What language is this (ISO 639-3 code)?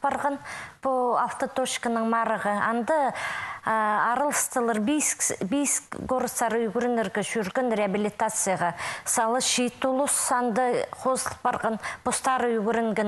kjh